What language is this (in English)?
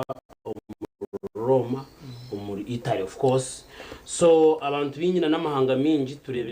Nyankole